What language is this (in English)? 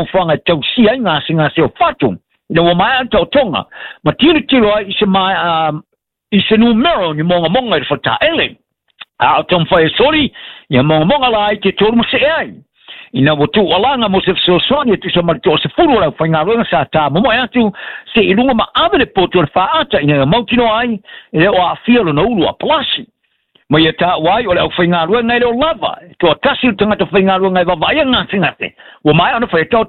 Samoan